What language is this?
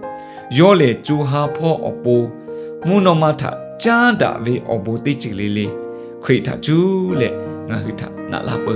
Lahu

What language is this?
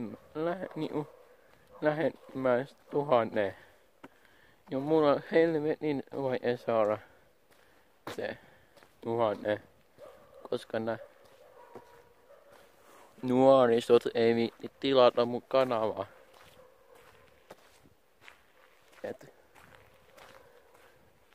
Finnish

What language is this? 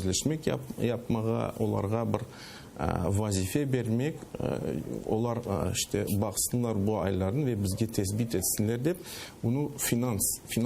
Crimean Tatar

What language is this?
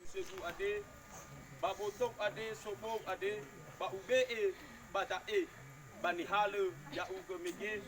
Nias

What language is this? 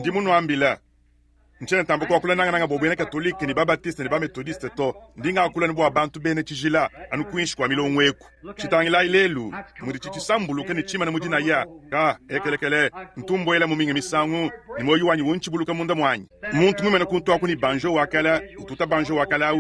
Luba-Lulua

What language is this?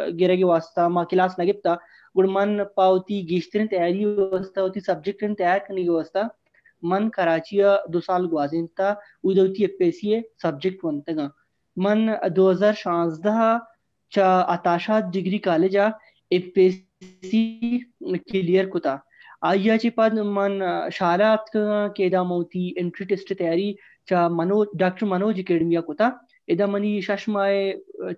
Baluchi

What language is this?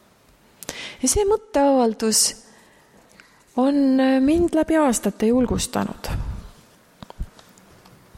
Estonian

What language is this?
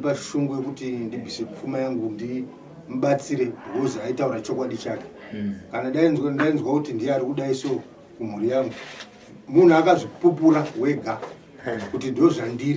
Shona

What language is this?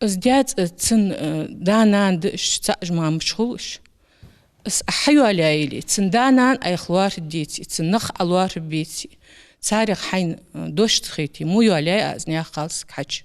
Ingush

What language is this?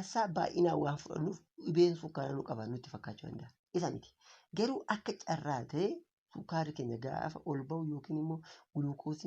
Oromo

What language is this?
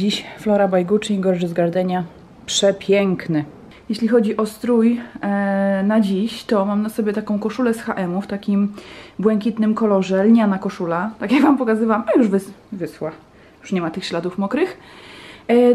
Polish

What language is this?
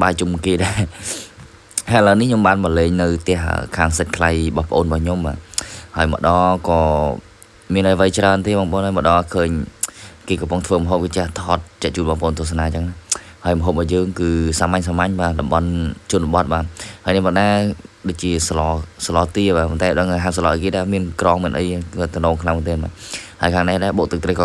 Khmer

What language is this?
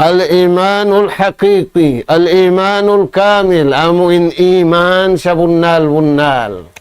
Tausug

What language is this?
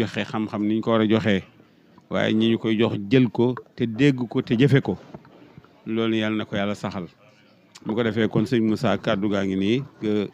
Wolof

